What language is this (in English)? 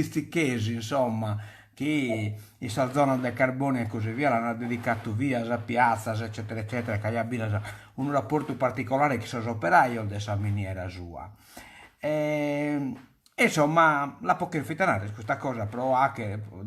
Sardinian